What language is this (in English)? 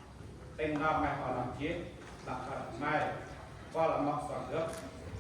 Central Mnong